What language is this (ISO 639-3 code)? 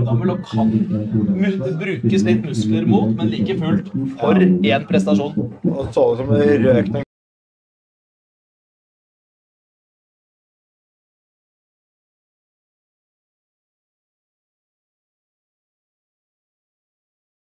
nor